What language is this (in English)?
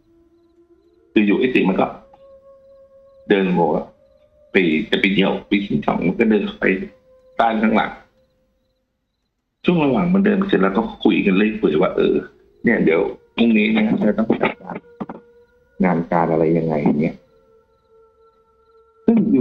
Thai